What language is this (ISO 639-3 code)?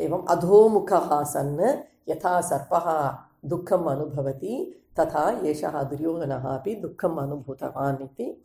san